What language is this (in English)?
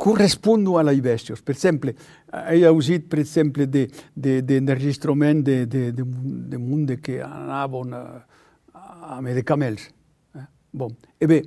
Occitan